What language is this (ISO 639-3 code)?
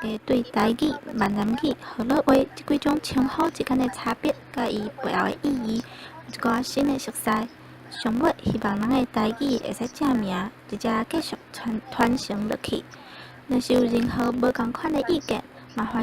nan